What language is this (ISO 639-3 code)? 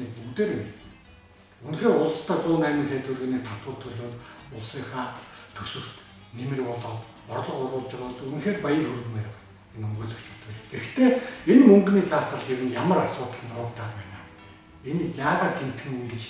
mon